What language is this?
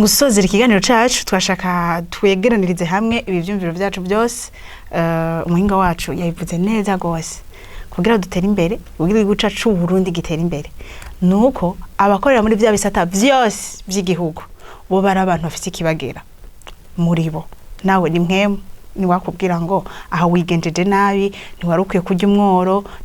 Rundi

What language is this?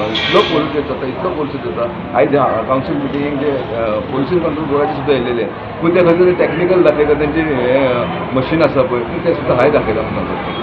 Konkani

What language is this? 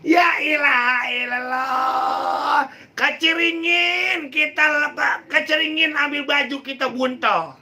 Betawi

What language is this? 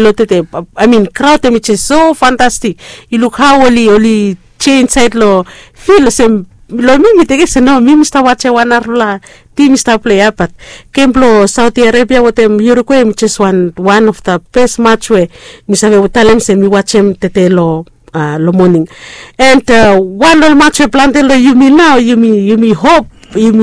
Bislama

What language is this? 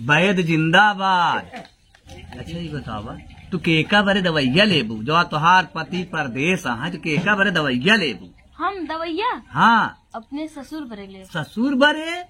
Awadhi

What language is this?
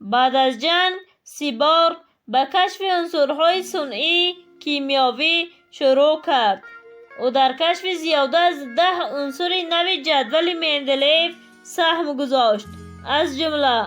Tajik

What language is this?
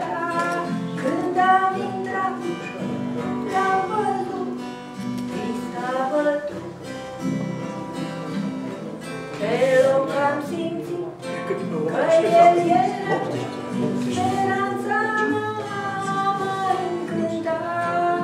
Romanian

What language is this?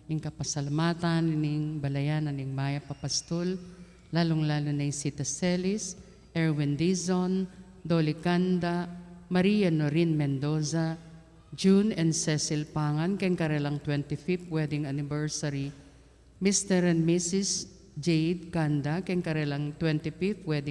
Pampanga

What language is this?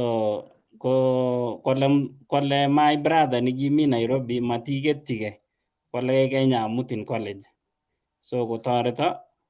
Kalenjin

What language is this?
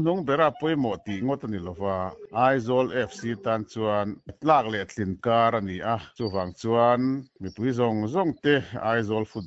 Mizo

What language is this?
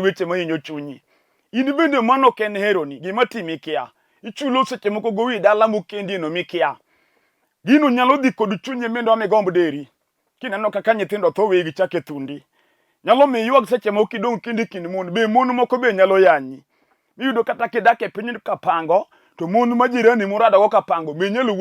Luo (Kenya and Tanzania)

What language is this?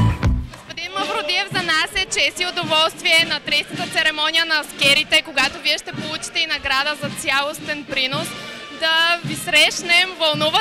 Bulgarian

